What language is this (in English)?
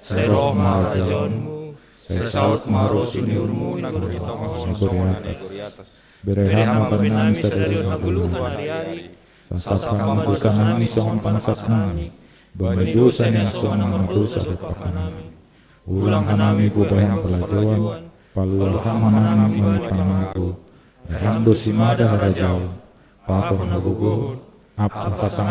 Batak Simalungun